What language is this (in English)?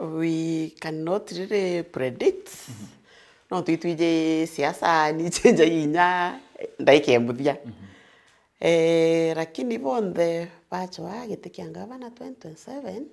Meru